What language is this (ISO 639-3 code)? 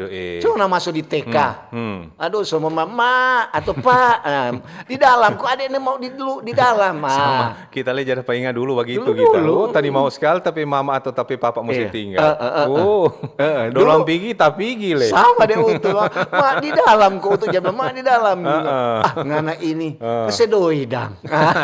xmm